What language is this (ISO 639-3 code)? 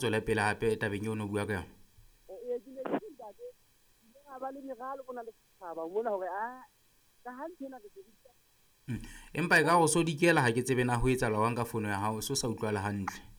sot